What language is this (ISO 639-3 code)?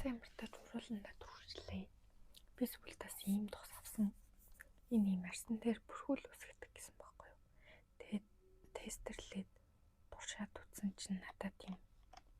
mon